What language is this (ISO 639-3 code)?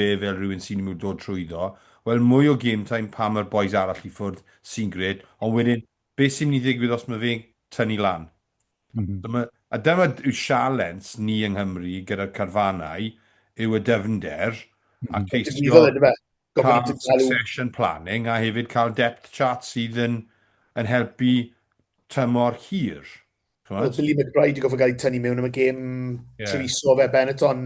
cym